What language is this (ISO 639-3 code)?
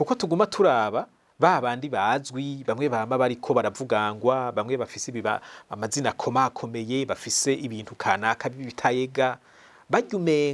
run